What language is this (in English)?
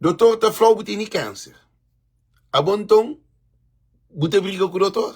Kabuverdianu